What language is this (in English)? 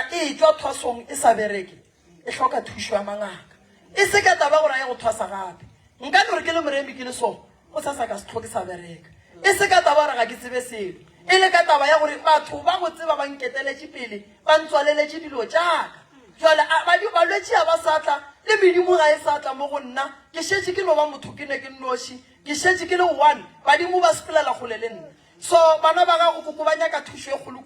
Northern Sotho